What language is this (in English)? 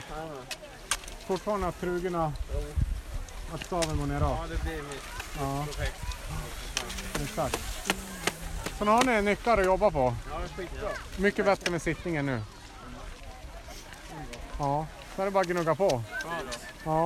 Swedish